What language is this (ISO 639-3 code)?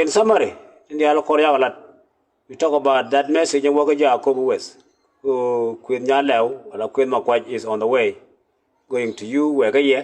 nus